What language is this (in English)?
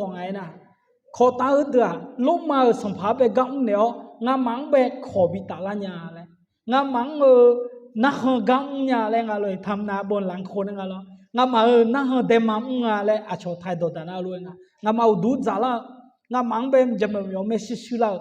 Akha